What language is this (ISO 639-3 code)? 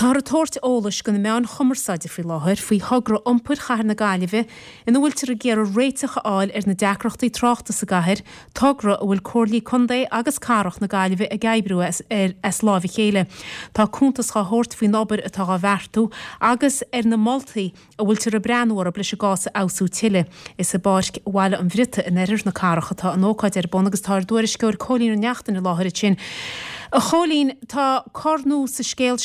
gle